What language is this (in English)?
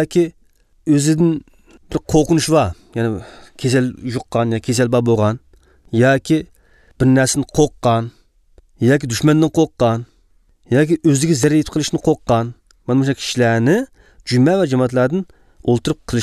Uyghur